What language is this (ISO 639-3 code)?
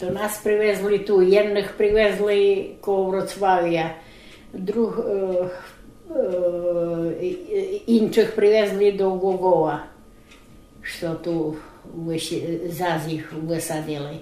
rue